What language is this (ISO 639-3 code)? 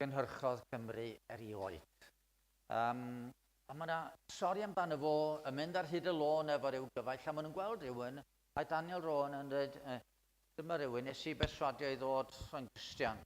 cym